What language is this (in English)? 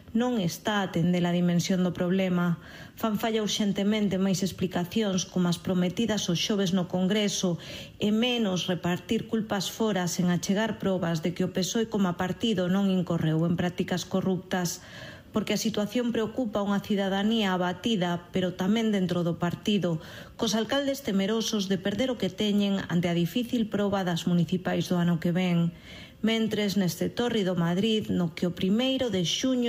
Galician